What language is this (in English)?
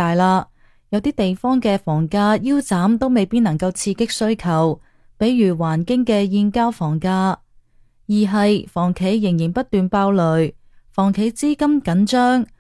Cantonese